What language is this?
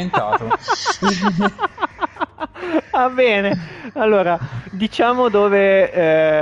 Italian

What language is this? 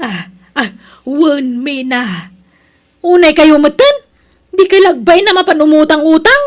Iloko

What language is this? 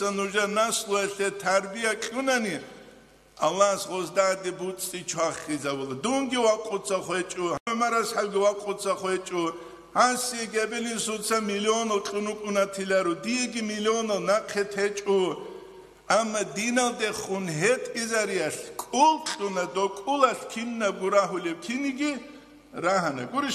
Avaric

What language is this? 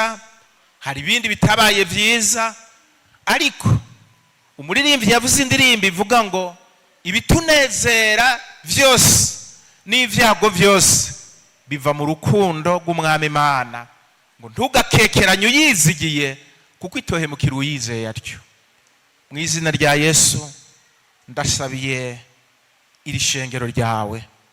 Rundi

